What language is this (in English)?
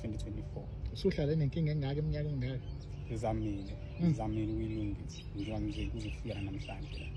Zulu